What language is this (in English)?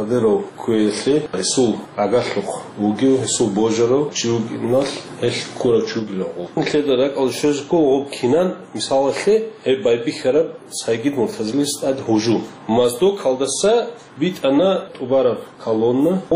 Avaric